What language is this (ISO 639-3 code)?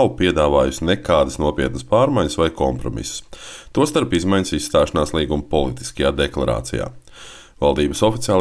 lav